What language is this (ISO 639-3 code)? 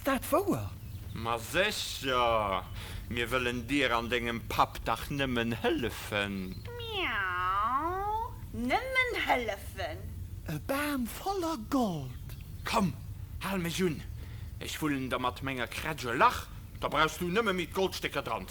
ltz